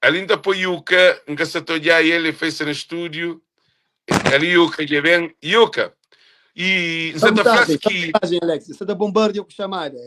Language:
Kabuverdianu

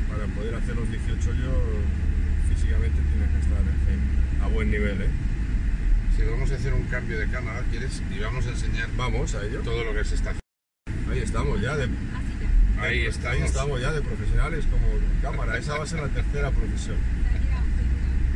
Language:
Spanish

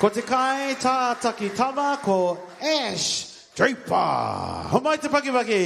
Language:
Māori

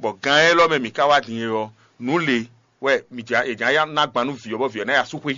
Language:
Fon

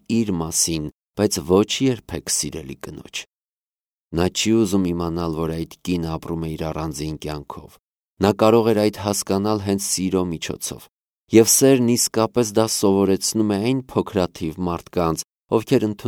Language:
Armenian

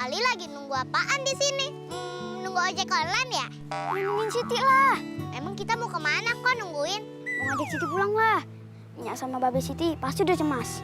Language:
Betawi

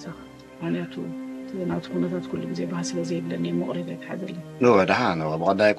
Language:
Tigrinya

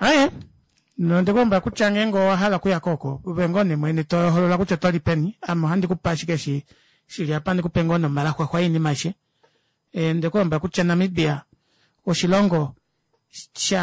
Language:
Kuanyama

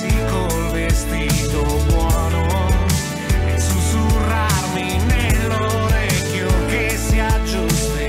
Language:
Italian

